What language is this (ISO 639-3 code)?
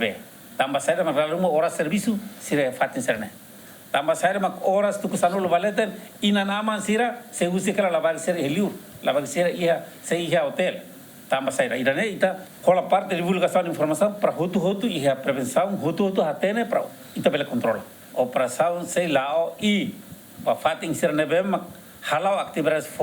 tet